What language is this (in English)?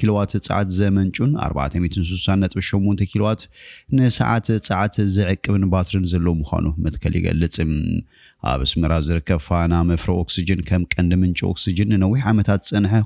Tigrinya